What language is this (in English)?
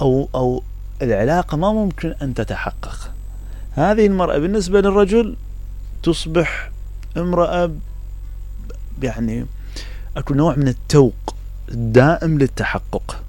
Mesopotamian Arabic